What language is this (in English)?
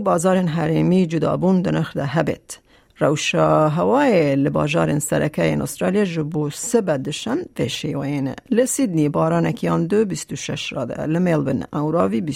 Kurdish